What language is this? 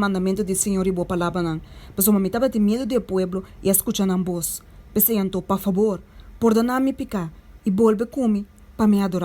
Papiamento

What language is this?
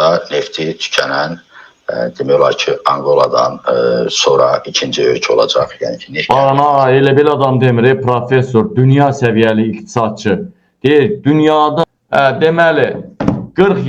Azerbaijani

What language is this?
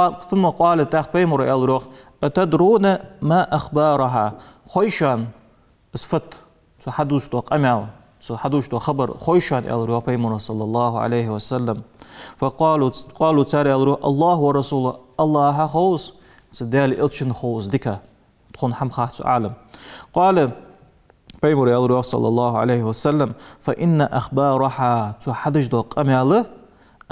Ingush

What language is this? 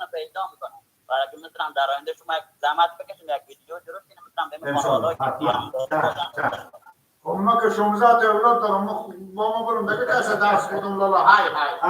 Persian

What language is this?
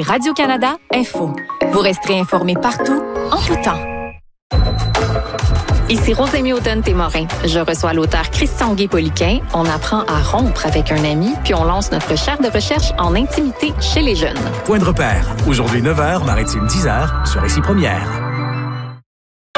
French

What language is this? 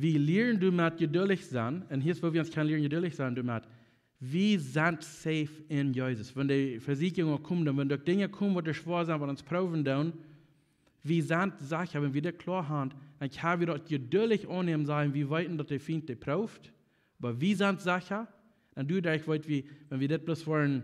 Plautdietsch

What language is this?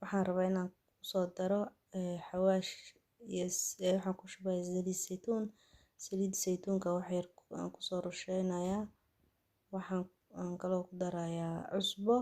Somali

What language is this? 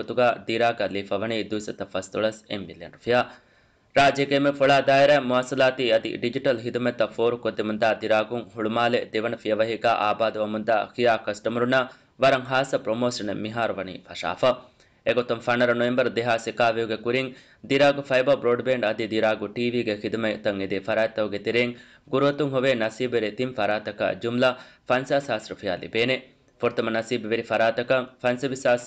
Divehi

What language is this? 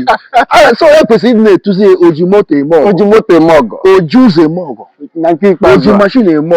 Igbo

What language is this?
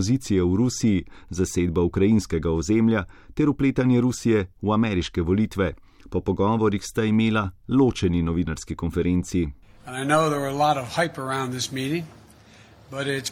Slovenian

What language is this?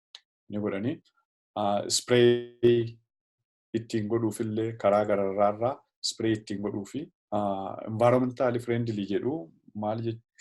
Oromo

